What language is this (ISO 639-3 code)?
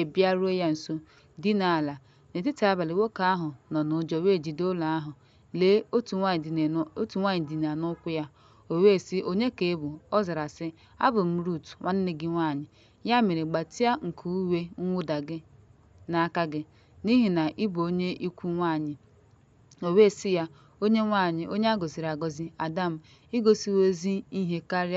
ibo